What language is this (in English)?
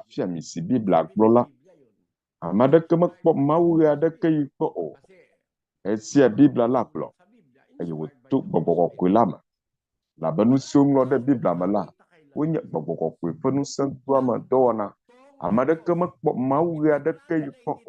Ewe